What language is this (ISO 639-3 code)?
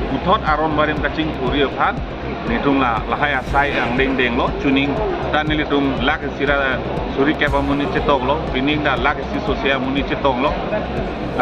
mjw